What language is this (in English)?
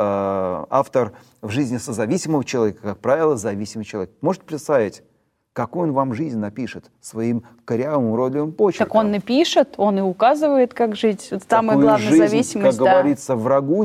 Russian